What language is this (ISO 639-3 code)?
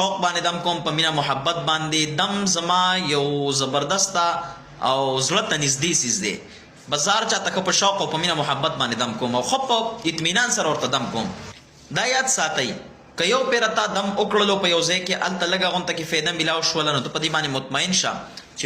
pus